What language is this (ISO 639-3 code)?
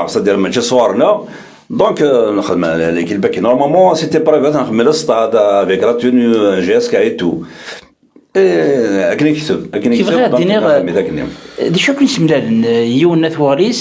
kab